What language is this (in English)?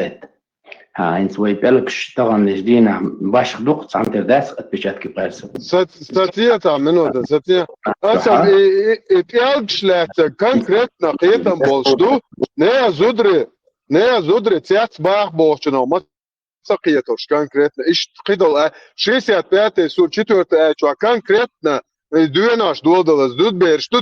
Chechen